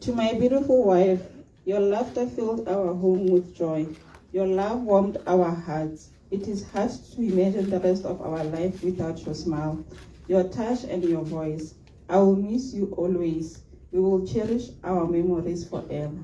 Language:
Tswana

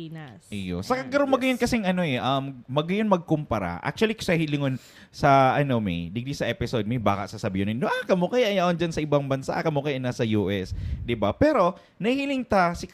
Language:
Bikol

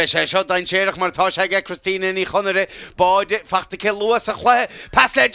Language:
Irish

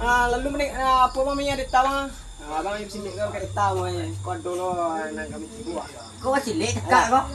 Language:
Minangkabau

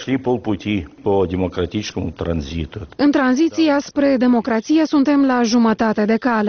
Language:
Romanian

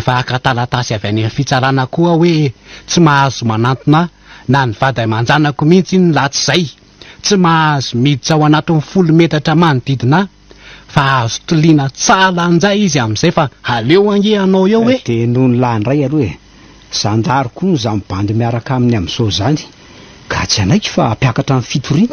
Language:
Malagasy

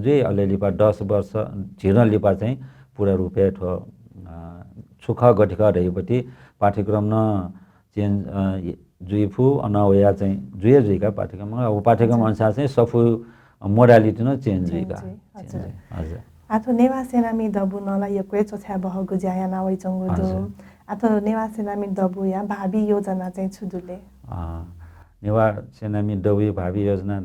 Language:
Newari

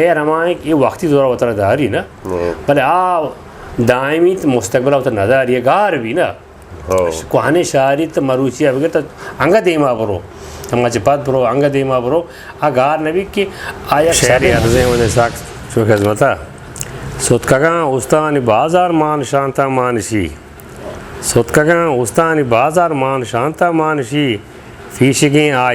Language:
Eastern Balochi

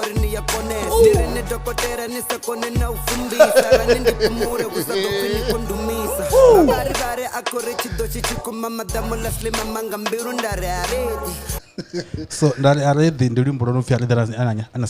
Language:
Venda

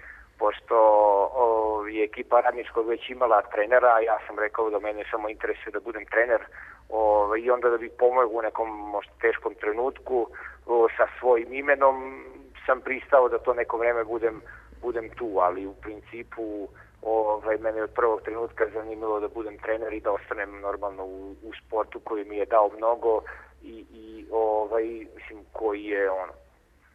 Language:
Serbian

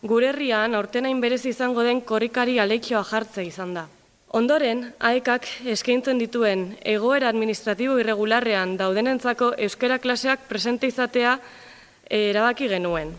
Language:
Basque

